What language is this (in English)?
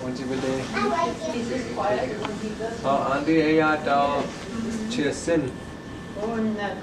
Chippewa